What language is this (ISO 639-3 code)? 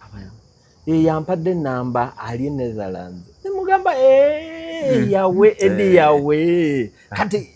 lug